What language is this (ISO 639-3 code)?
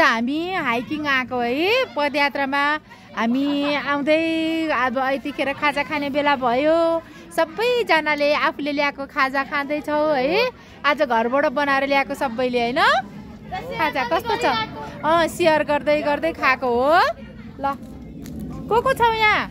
nep